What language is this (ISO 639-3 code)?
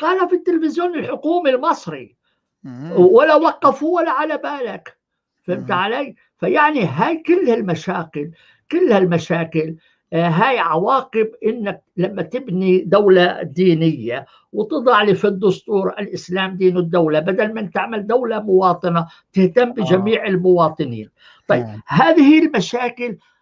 apc